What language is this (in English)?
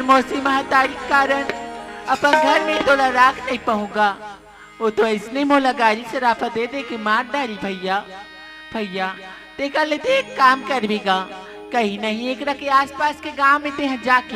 Chhattisgarhi